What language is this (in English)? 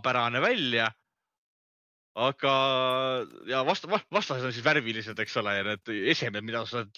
Estonian